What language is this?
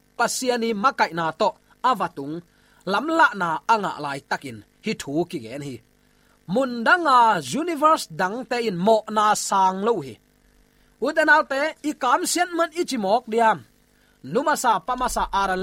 Tedim Chin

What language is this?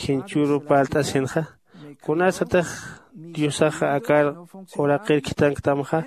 Aymara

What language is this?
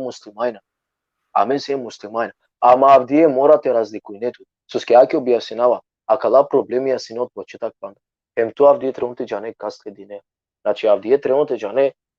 Balkan Romani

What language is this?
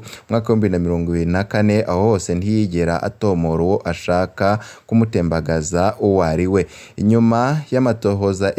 Rundi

